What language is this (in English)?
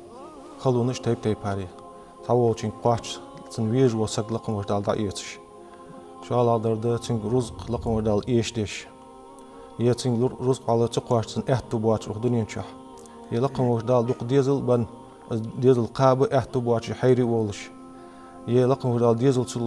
Ingush